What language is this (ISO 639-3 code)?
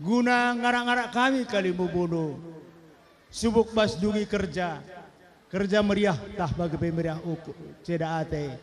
btx